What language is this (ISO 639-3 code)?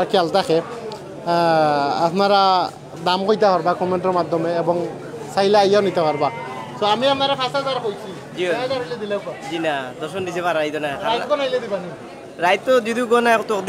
syl